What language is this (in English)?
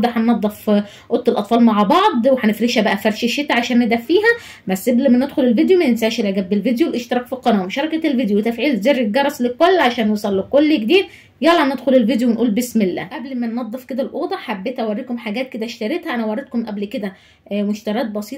Egyptian Arabic